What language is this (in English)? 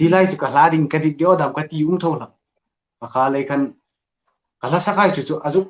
Hmar